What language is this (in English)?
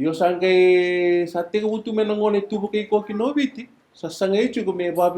Fijian